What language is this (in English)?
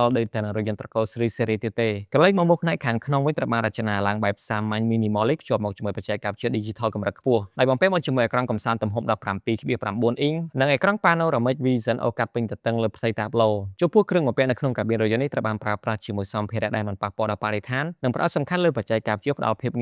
Khmer